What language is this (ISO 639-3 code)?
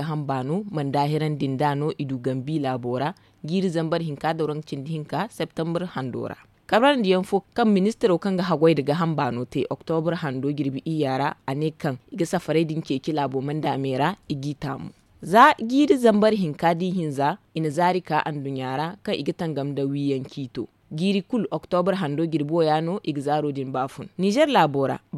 dje